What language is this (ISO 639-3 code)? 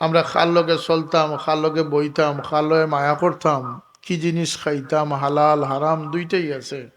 syl